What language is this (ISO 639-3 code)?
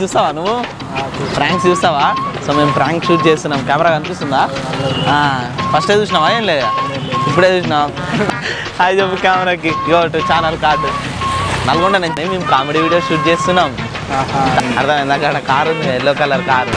tel